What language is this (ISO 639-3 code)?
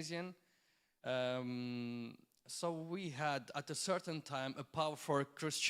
eng